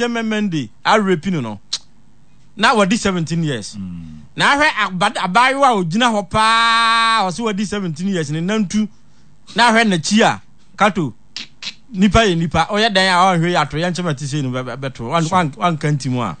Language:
Akan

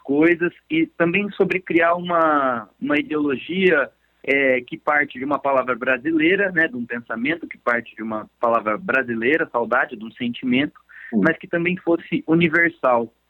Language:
Portuguese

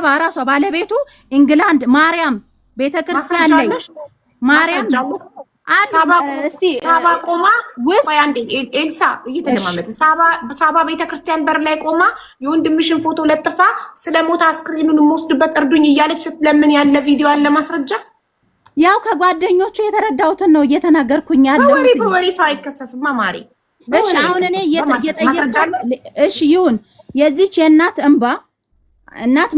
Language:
Amharic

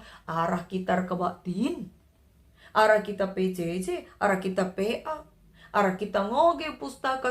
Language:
Batak Karo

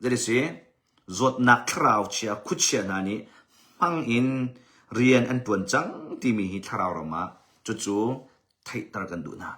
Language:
Hakha Chin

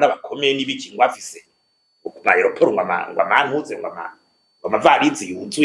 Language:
Rundi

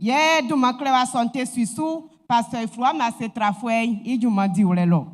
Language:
Baoulé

